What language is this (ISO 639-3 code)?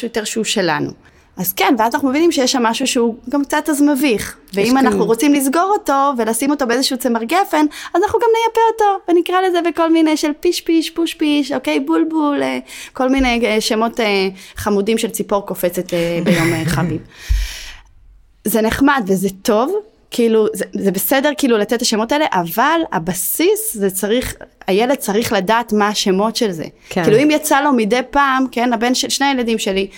heb